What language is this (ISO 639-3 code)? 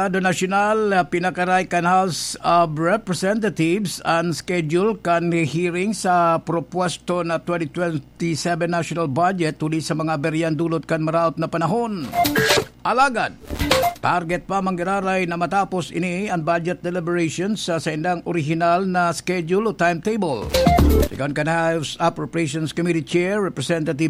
bik